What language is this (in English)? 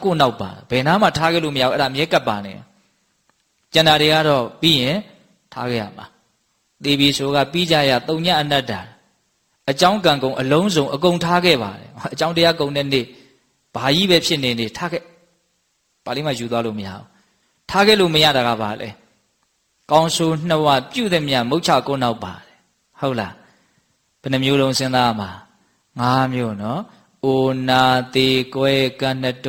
Burmese